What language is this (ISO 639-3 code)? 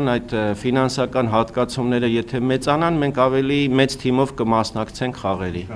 hye